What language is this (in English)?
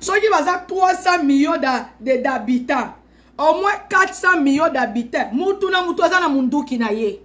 Lingala